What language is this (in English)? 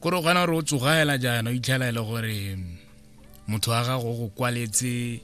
Tswana